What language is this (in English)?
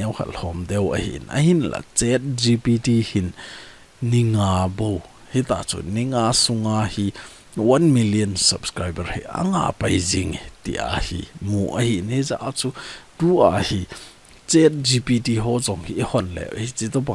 Thado Chin